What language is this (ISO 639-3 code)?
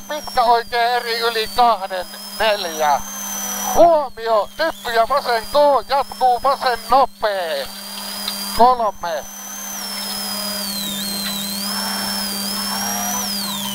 fin